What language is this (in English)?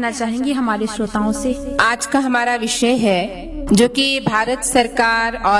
Hindi